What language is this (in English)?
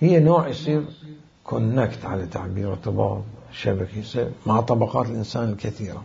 Mesopotamian Arabic